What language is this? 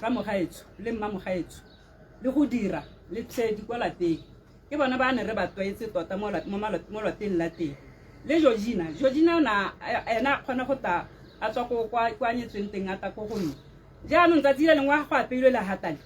Tswana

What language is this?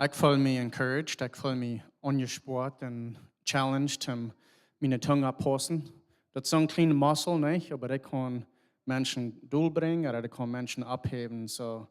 Plautdietsch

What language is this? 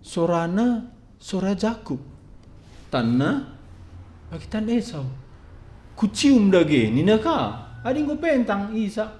Batak Karo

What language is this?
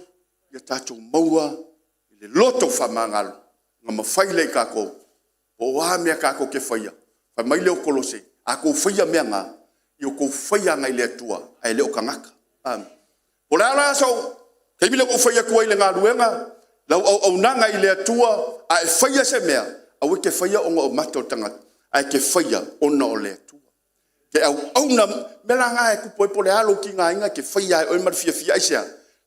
Samoan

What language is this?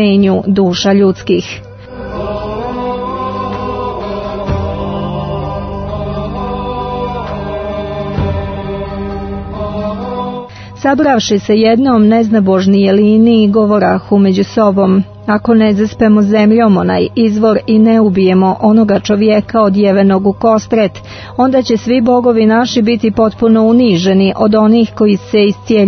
Croatian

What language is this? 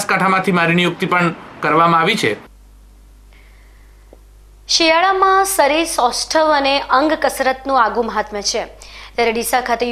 Gujarati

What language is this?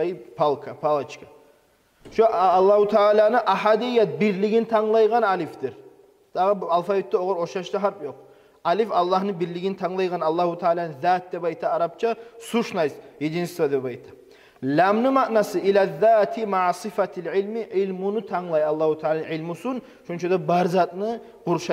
Kumyk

